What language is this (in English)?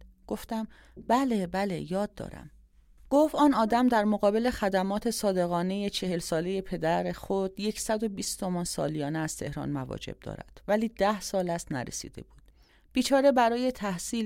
Persian